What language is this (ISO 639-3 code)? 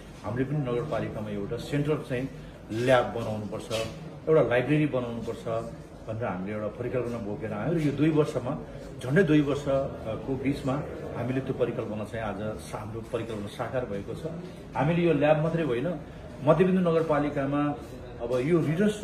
nep